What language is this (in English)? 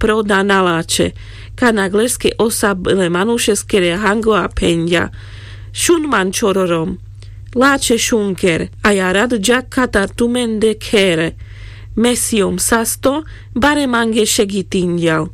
Carpathian Romani